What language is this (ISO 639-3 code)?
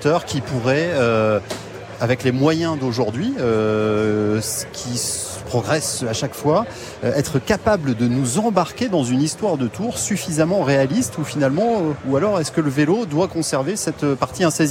fra